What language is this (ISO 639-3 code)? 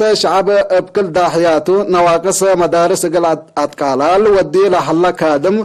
tig